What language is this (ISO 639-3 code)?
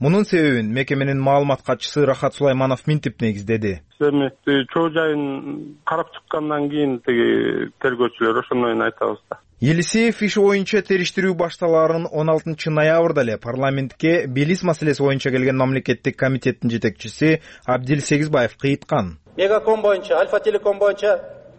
kir